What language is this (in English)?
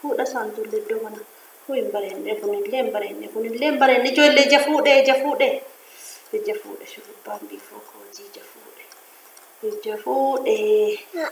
Oromo